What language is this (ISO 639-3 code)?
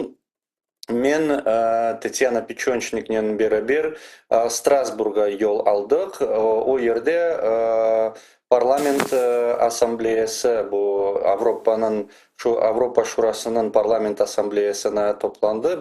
crh